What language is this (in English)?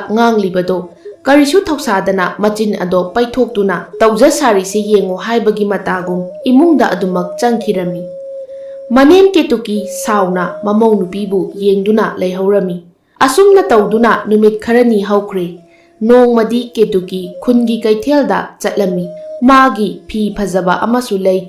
Manipuri